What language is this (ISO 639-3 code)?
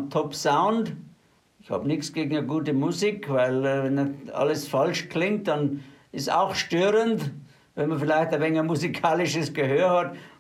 deu